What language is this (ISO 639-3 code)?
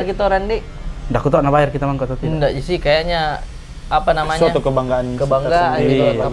mfp